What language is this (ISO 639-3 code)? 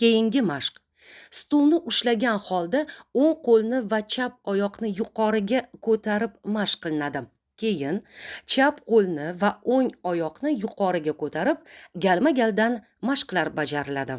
uzb